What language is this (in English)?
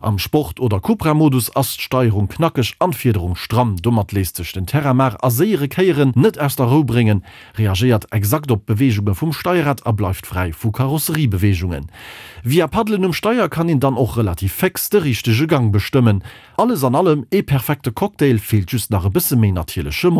Luxembourgish